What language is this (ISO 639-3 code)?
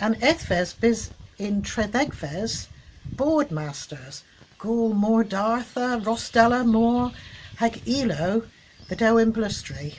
cor